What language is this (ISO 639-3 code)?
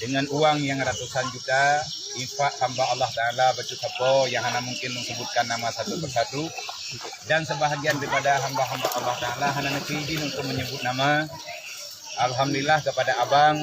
ace